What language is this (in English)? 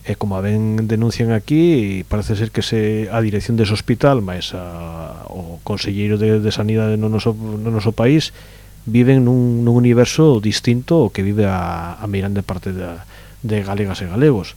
Galician